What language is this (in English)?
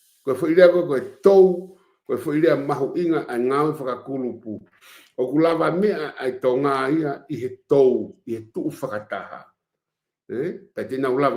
Tongan